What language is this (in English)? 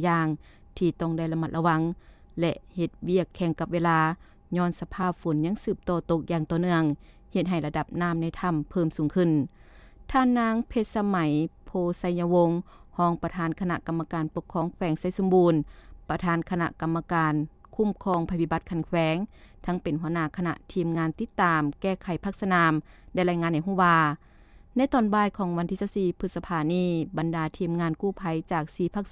Lao